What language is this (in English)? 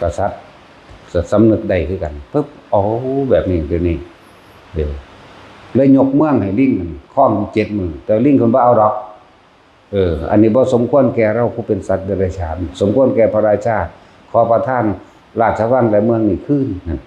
Northeastern Thai